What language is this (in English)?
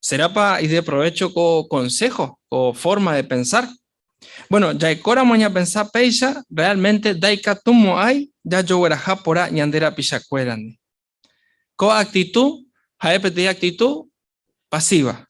Guarani